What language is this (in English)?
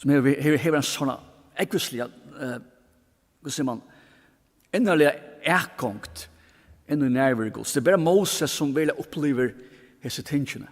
Faroese